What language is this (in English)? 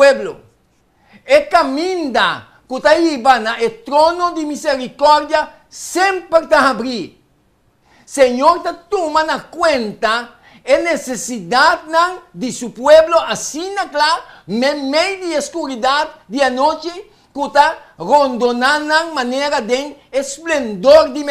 Papiamento